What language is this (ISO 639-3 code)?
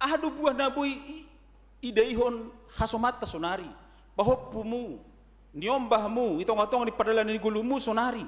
bts